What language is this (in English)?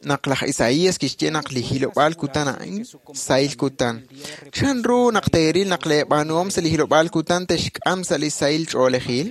Kekchí